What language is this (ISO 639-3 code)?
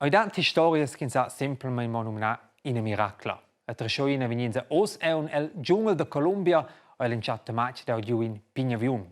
roh